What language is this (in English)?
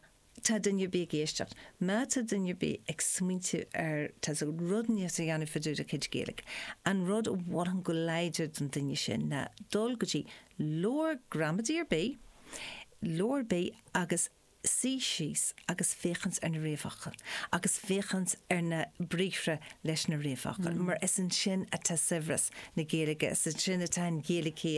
Irish